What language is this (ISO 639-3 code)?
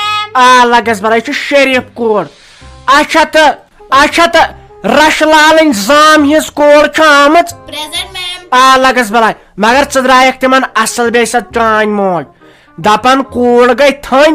kas